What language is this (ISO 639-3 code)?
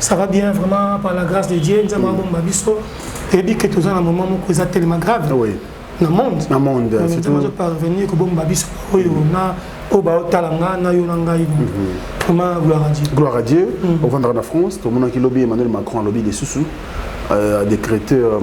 lin